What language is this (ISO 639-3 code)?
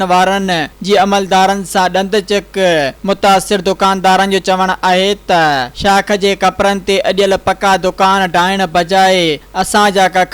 snd